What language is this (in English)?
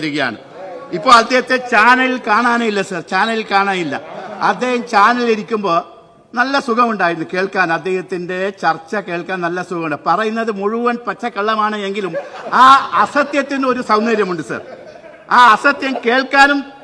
Malayalam